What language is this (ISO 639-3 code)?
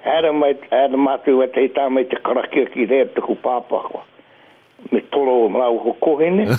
mri